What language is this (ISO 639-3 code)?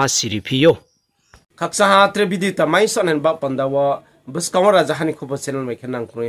ria